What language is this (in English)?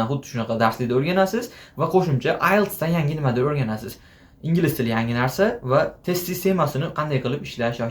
Uzbek